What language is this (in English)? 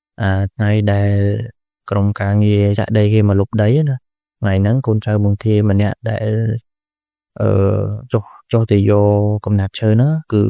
Khmer